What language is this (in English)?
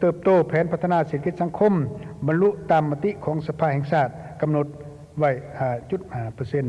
Lao